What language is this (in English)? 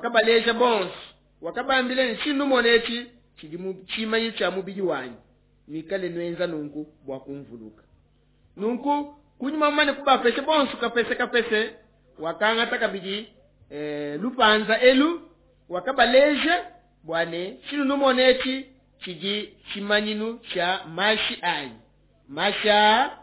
Luba-Lulua